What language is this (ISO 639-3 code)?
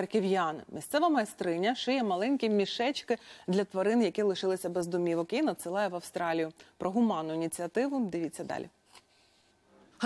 ukr